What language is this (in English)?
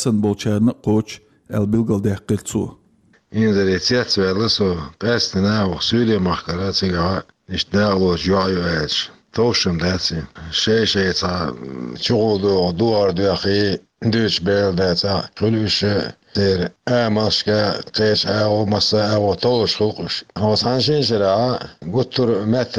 Chechen